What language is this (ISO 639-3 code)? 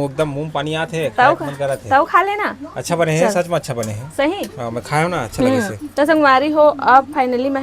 hne